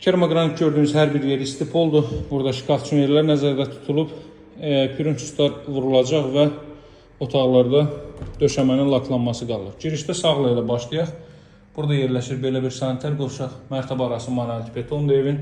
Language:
Azerbaijani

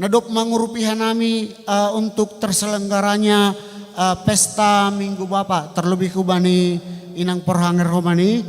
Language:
Batak Simalungun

